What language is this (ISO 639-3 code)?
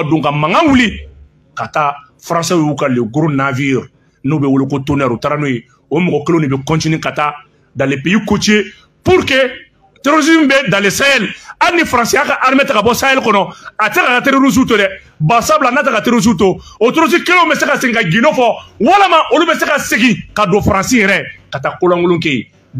bam